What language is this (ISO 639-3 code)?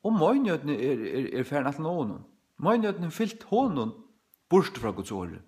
fao